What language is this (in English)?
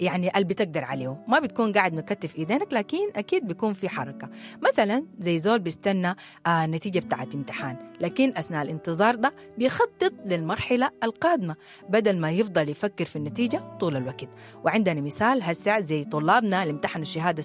Sudanese Arabic